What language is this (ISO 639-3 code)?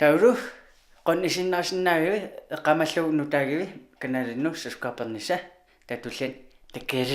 kal